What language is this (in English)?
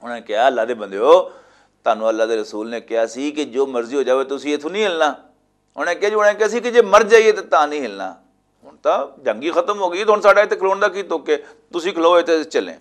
Western Panjabi